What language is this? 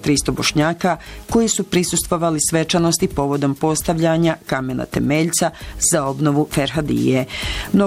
Bosnian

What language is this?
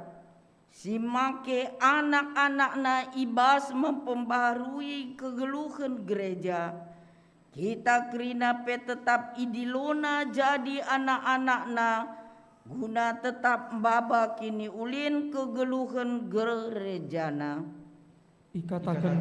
Batak Karo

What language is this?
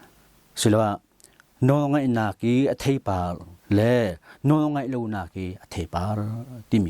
Hakha Chin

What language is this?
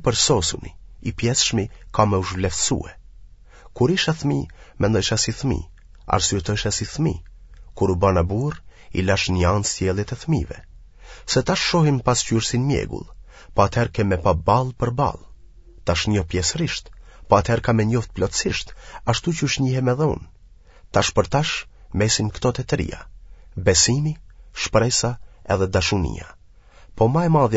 Albanian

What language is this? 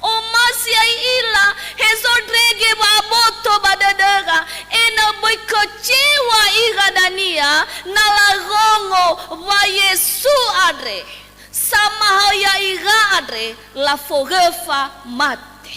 Nias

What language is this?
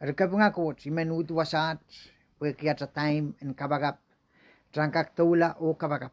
Pohnpeian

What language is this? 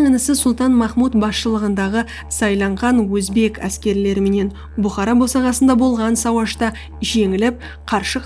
Kara-Kalpak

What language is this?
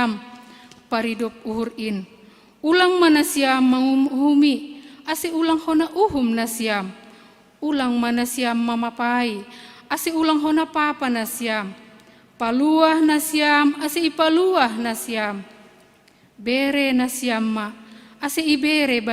Batak Simalungun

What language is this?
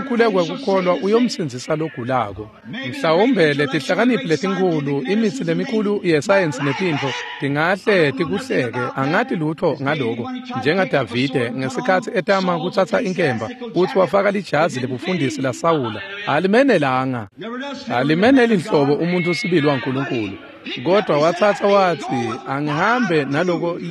Swati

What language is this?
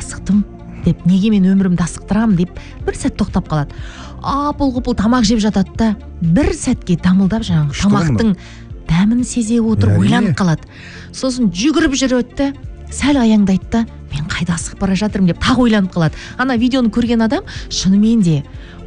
Kazakh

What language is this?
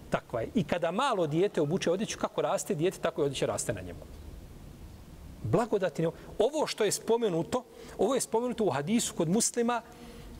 Bosnian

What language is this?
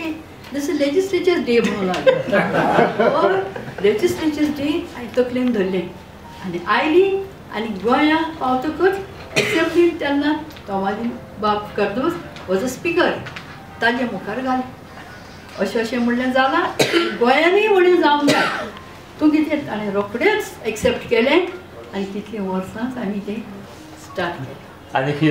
Konkani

